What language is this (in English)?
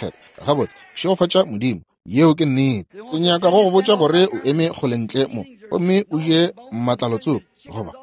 Northern Sotho